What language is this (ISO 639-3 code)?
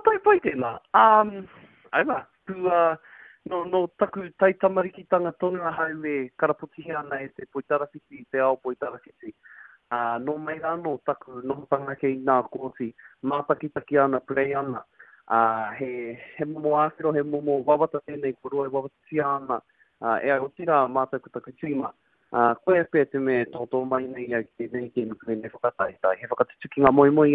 mri